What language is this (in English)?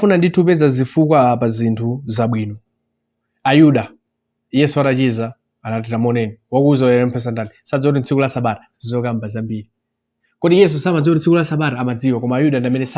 Nyanja